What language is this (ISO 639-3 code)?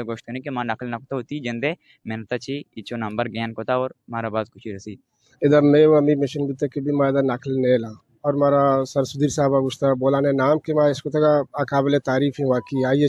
bal